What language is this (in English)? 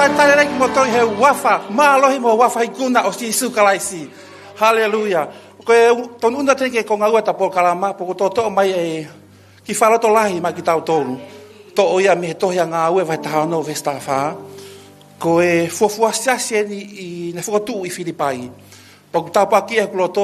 Tongan